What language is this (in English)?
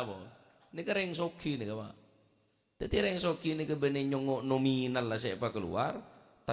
Madurese